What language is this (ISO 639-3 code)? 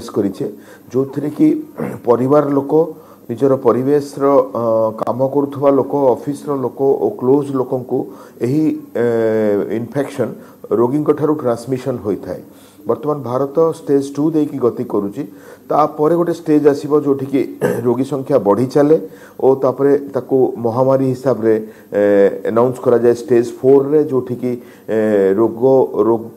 ori